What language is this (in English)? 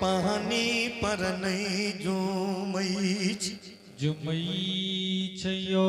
Angika